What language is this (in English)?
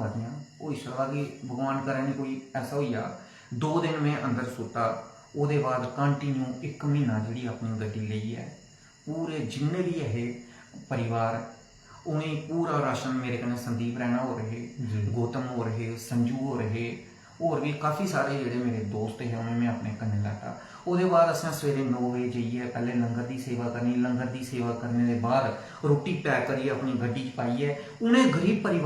Dogri